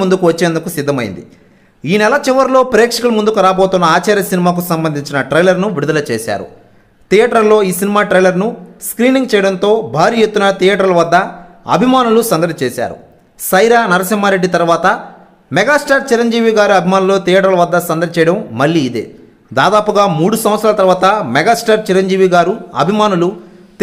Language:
Telugu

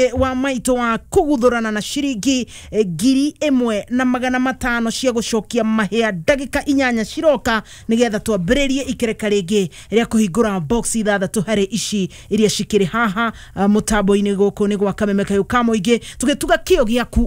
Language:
Kikuyu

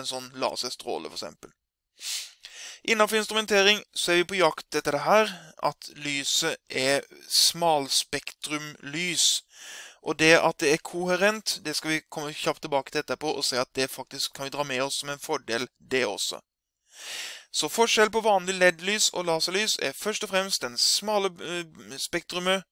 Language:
Norwegian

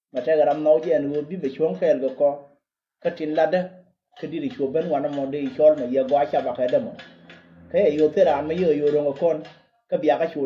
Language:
Nuer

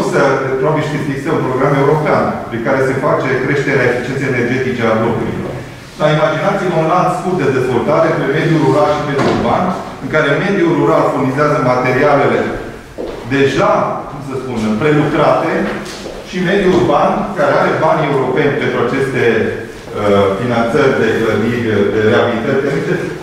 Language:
Romanian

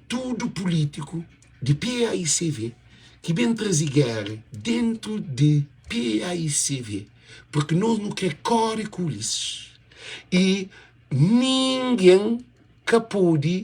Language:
Kabuverdianu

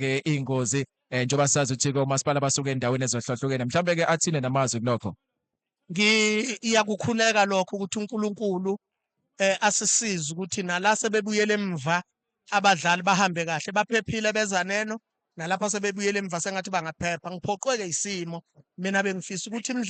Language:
Zulu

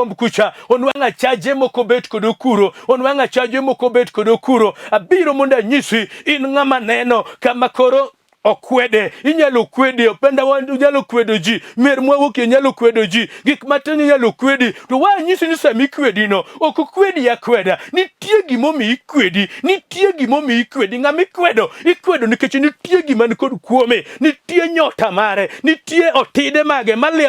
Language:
Luo (Kenya and Tanzania)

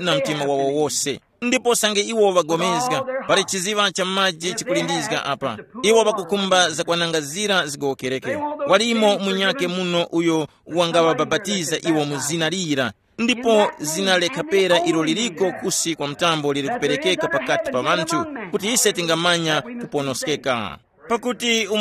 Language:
Tumbuka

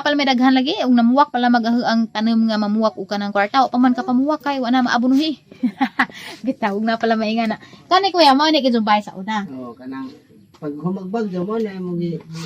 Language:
Cebuano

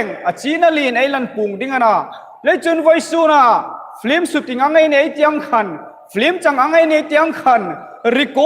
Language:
Hmar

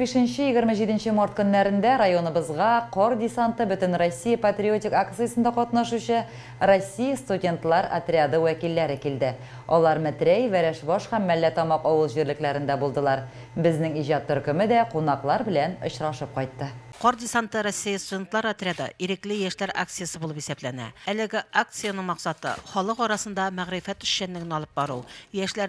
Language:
Tatar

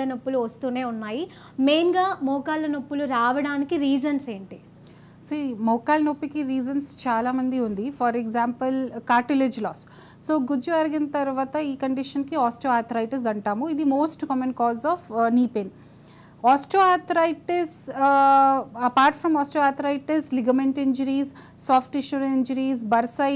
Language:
Telugu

